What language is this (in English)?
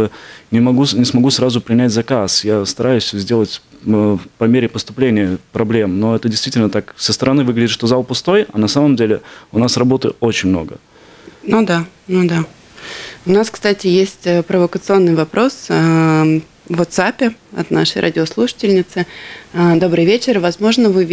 Russian